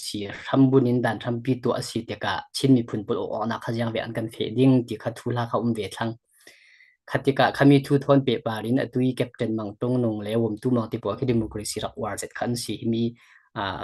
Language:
Falam Chin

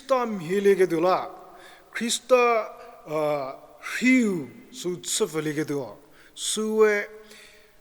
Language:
Angami Naga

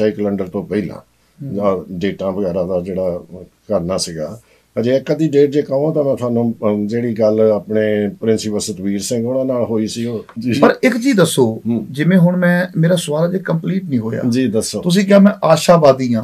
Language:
Punjabi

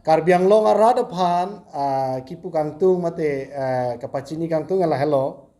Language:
Karbi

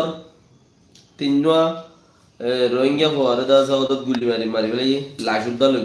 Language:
Rohingya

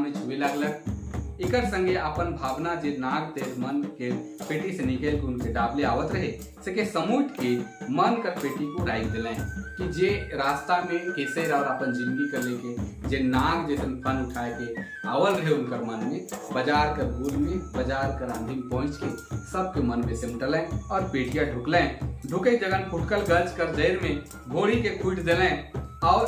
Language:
Sadri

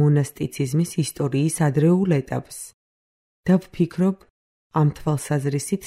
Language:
Georgian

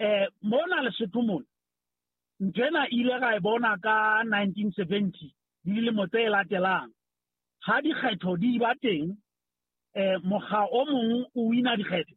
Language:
Southern Sotho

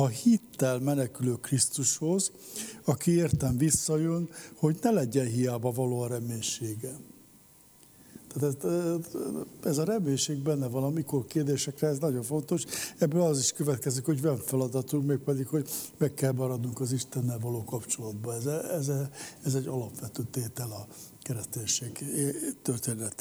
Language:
Hungarian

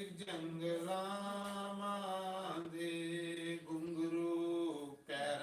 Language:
Dogri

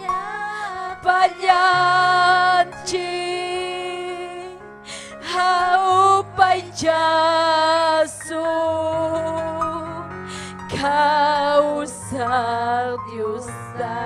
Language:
Ayacucho Quechua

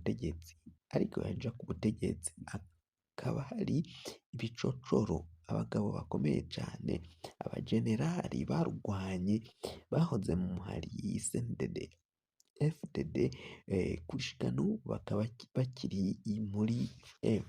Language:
Rundi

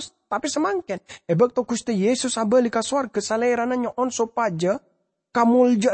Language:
Madurese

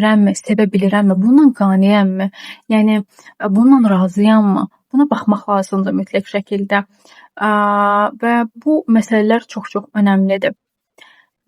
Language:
Azerbaijani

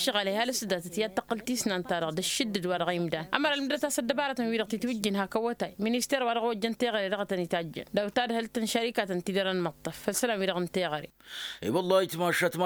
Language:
Tamasheq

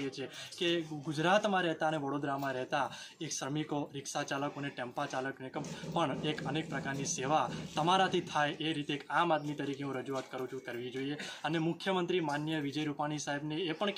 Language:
Gujarati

